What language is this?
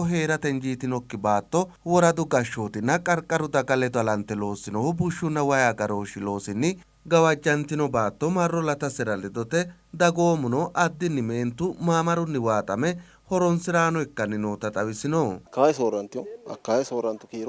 Sidamo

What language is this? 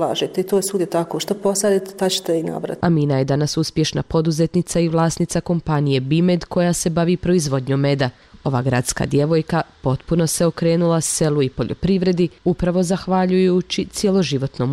Bosnian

